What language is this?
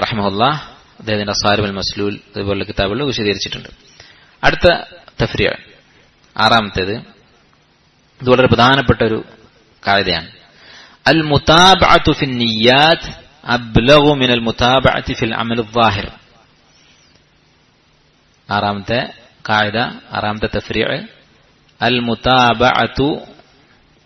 Malayalam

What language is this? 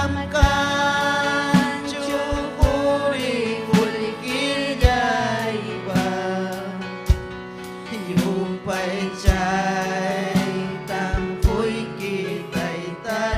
Ayacucho Quechua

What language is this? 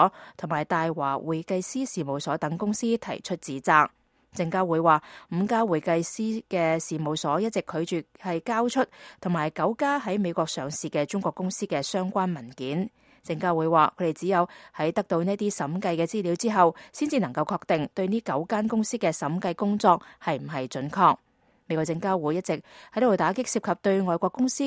Cantonese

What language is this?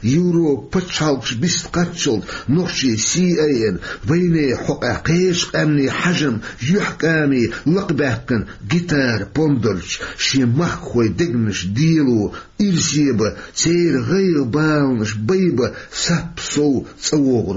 Chechen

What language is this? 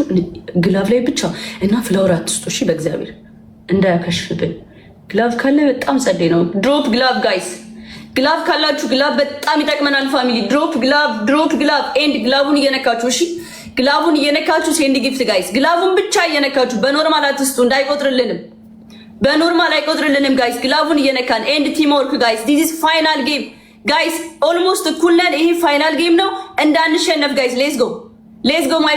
Amharic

